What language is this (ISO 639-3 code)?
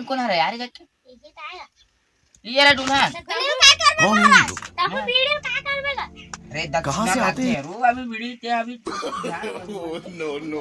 hne